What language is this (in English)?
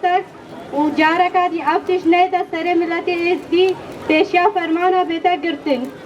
Kurdish